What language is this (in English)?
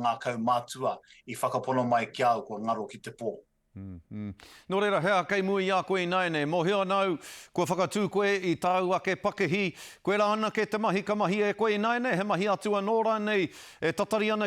Māori